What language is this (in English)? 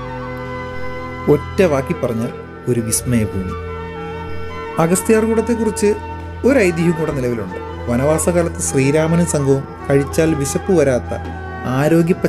Malayalam